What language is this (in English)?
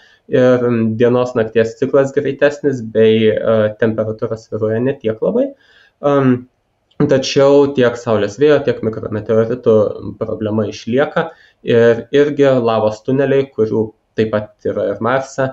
Lithuanian